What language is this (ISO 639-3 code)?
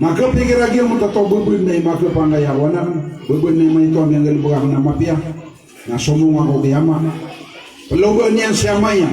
mrw